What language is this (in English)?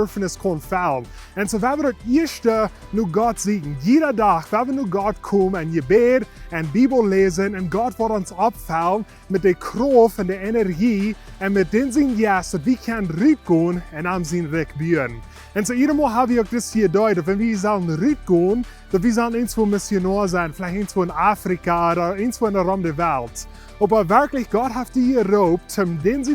Plautdietsch